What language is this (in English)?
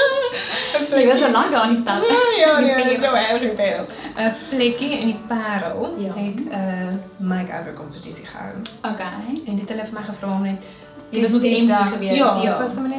Afrikaans